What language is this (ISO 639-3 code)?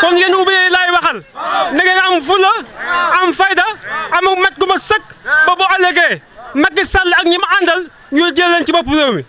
wol